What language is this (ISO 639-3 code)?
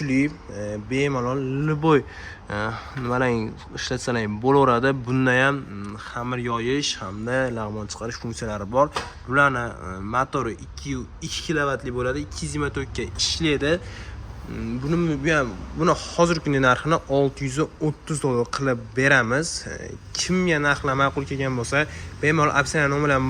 uzb